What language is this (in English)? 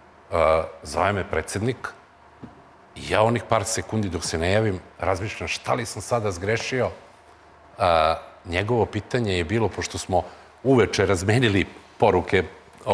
Serbian